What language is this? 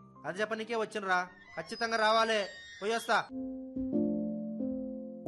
Telugu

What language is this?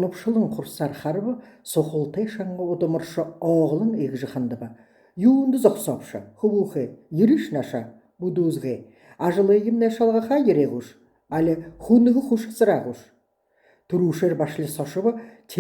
Buriat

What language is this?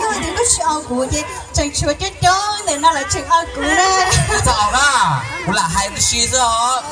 Hmong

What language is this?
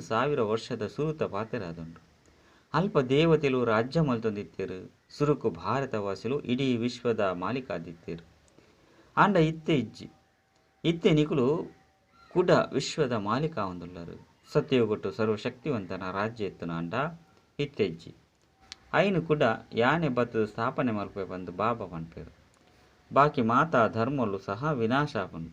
Tulu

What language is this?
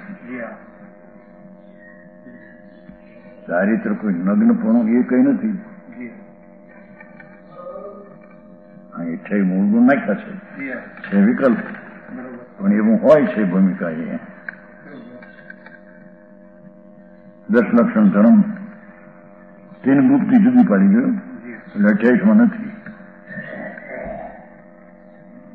Gujarati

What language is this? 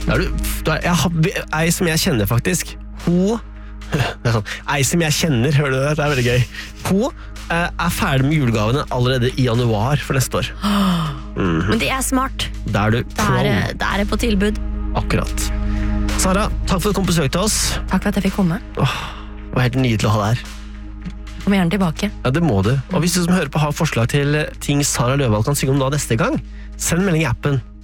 Norwegian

